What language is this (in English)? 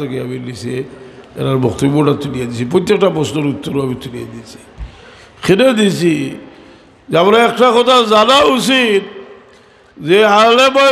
Sylheti